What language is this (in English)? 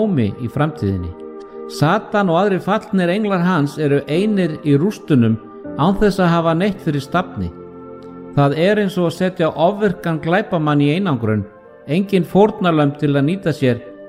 Icelandic